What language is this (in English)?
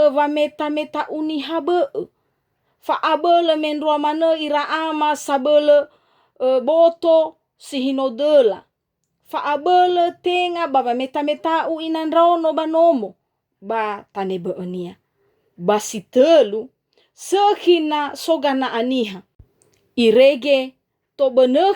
Nias